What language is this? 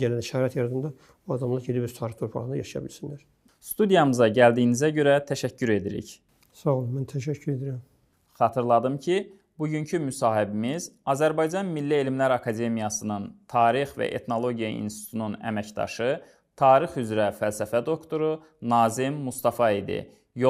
Azerbaijani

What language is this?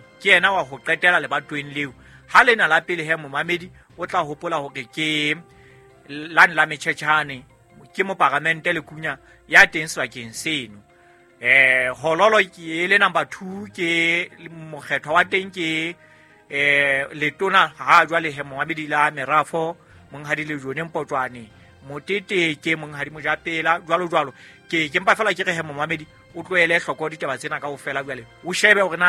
Southern Sotho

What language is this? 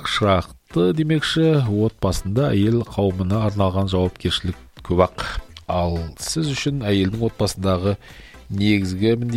Kazakh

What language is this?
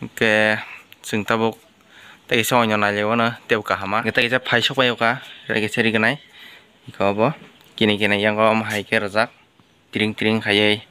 Kok Borok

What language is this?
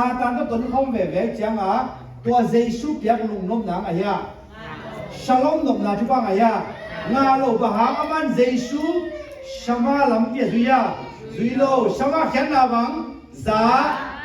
Tedim Chin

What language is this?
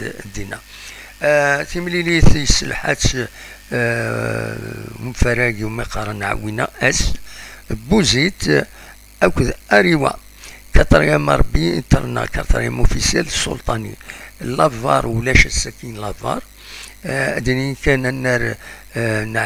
Kabyle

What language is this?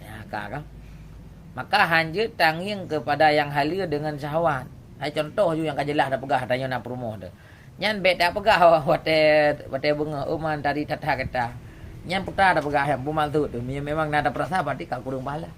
Achinese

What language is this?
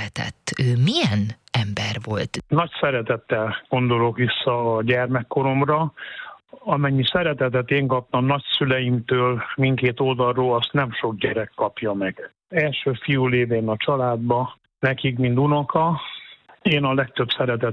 Hungarian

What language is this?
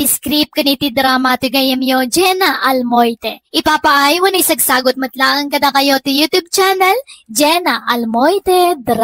Iloko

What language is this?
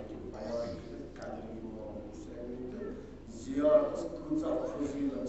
Kashmiri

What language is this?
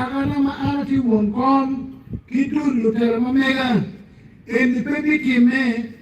Acoli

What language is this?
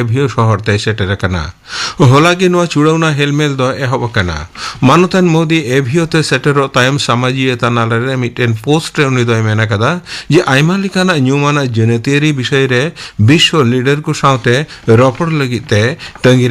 Santali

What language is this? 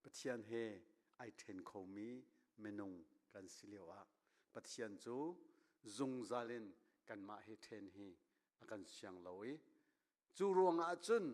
Hakha Chin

